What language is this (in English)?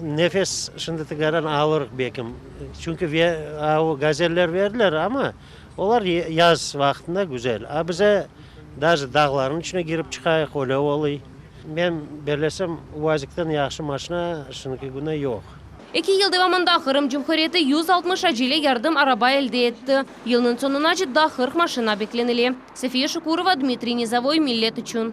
Crimean Tatar